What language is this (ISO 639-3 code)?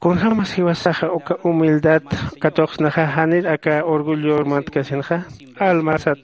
aym